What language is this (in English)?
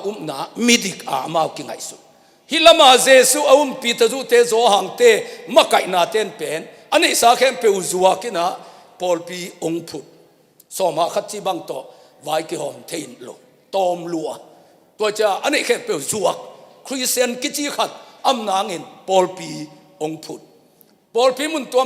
Tedim Chin